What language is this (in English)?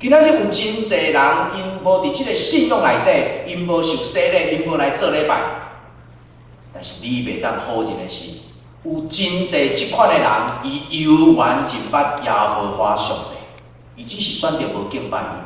Min Nan Chinese